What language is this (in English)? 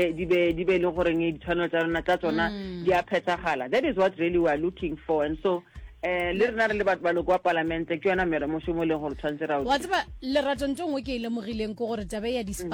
Northern Sotho